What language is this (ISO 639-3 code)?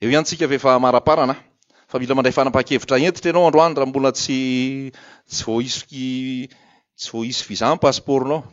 mlg